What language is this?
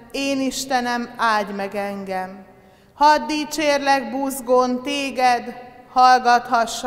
Hungarian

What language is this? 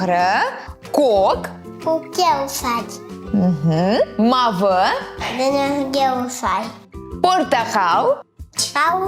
Crimean Tatar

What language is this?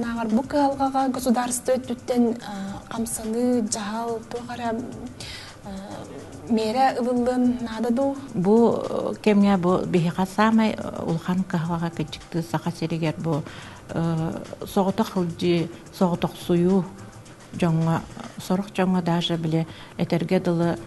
Yakut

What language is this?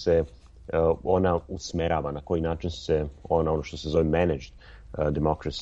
Serbian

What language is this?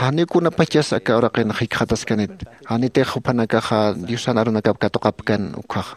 Aymara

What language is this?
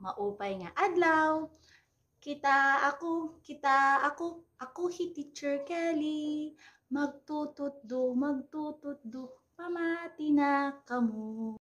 Waray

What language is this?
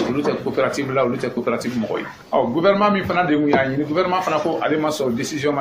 Bambara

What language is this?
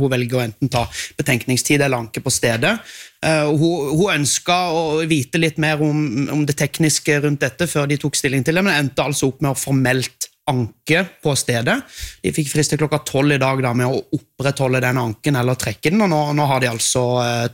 Norwegian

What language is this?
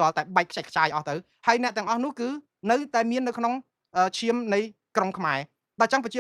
Khmer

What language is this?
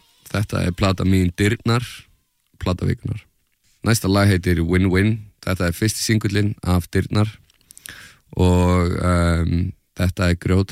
Icelandic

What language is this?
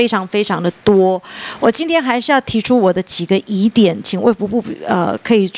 Chinese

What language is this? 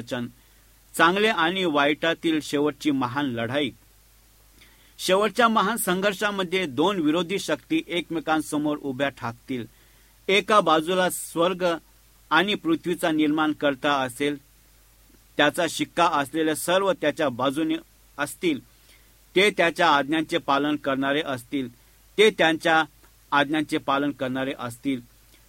Marathi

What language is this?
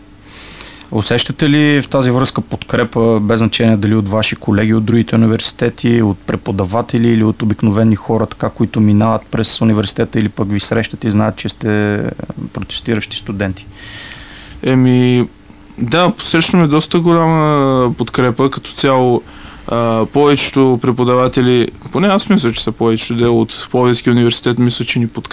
Bulgarian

